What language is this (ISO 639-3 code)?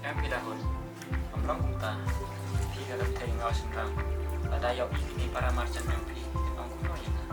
kha